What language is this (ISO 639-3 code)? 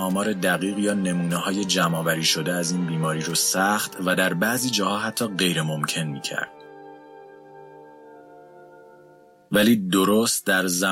fas